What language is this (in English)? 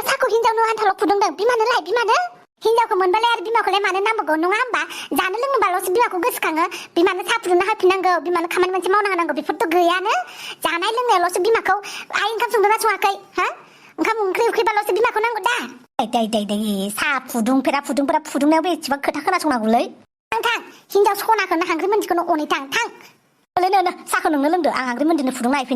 Bodo